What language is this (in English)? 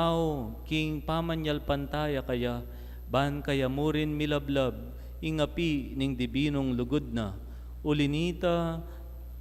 Pampanga